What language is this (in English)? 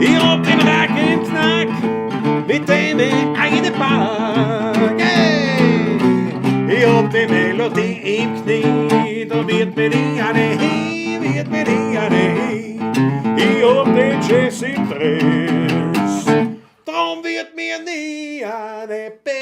Bavarian